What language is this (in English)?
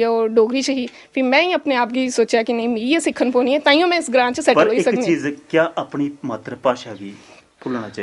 Dogri